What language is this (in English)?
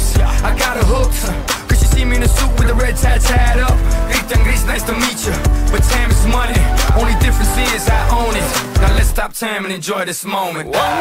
English